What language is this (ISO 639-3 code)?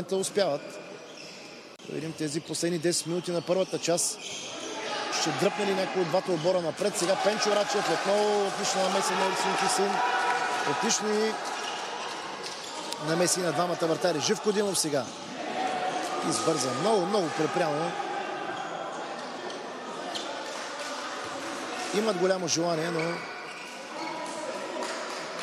bul